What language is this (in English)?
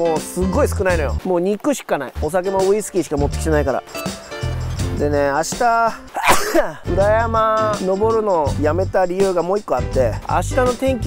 Japanese